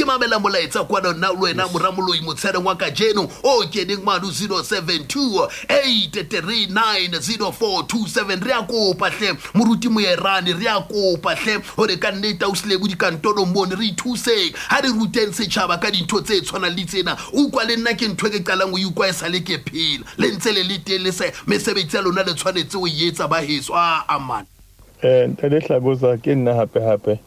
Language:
Southern Sotho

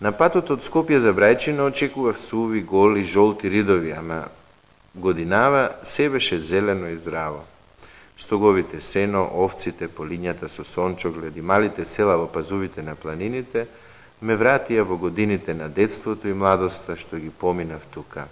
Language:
Macedonian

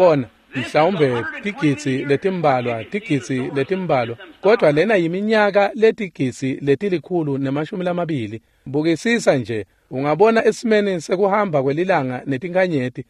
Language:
Swati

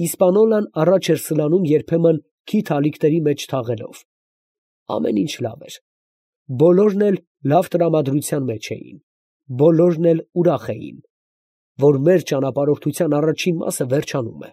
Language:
Armenian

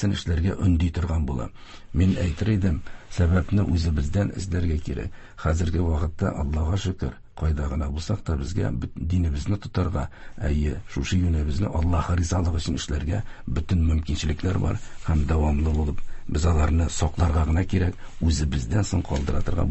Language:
Tatar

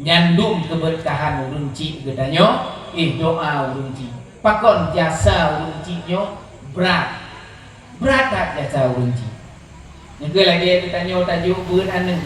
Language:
Achinese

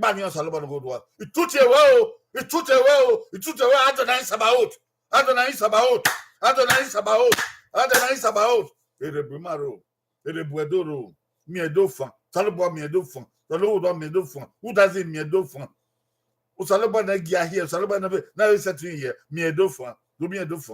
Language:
Bini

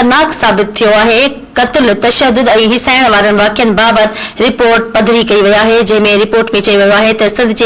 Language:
Sindhi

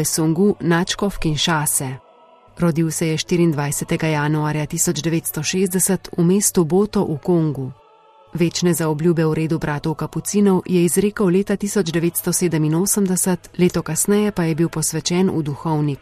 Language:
Slovenian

